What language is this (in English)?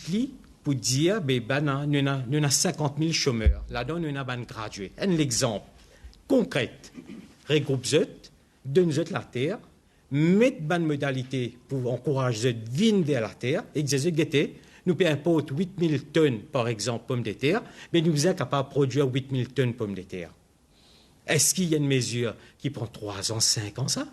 Morisyen